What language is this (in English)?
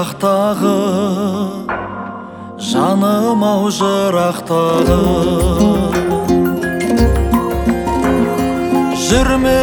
Kazakh